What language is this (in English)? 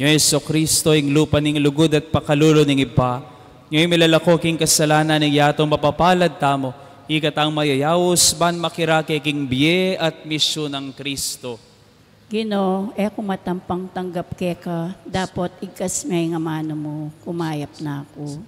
Pampanga